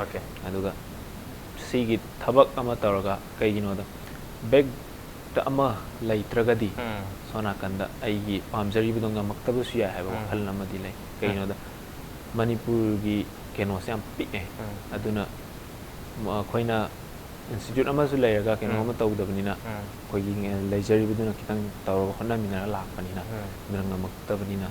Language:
Manipuri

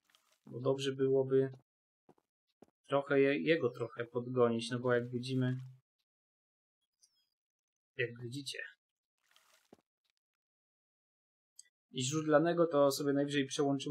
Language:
Polish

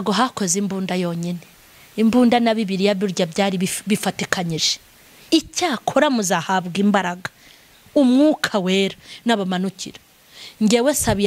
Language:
Kinyarwanda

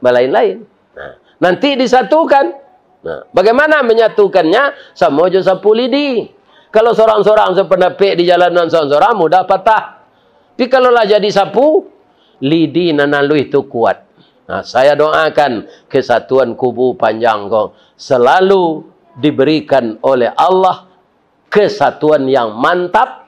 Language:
Minangkabau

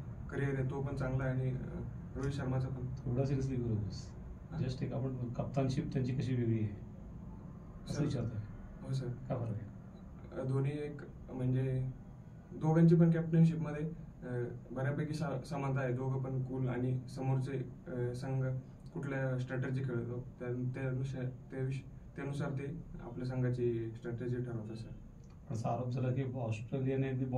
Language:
Marathi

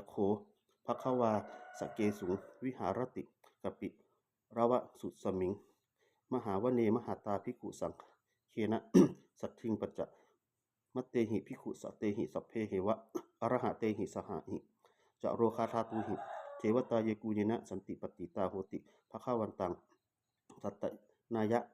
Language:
Pali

